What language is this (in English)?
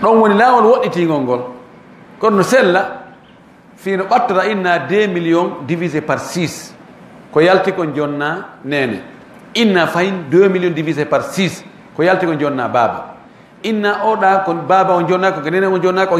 Fula